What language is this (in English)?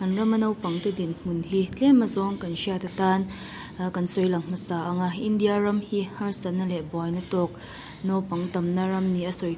Mizo